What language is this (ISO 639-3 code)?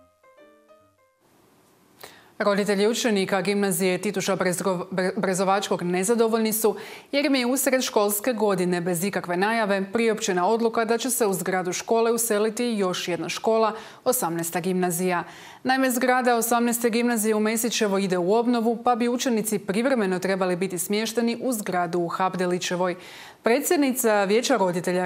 hrv